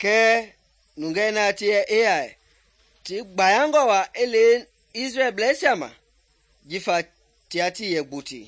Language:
Mende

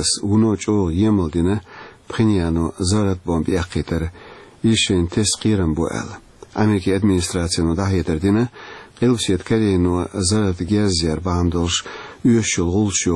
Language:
Chechen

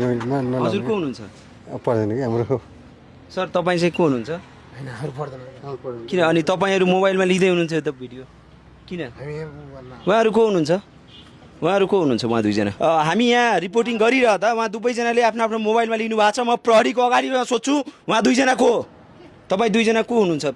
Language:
Nepali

